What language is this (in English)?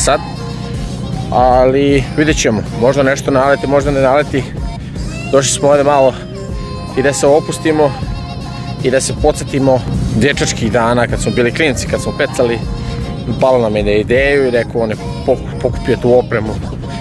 Croatian